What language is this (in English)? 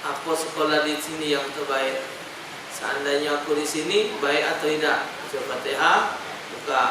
Musi